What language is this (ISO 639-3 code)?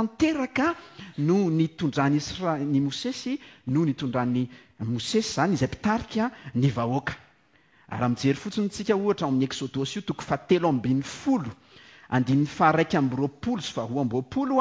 mlg